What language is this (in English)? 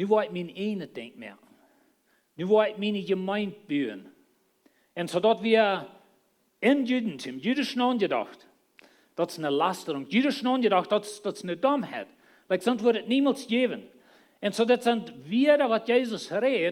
Plautdietsch